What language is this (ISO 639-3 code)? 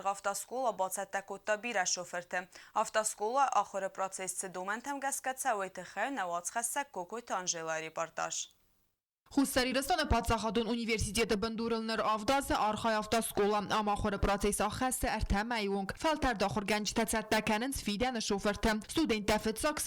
oss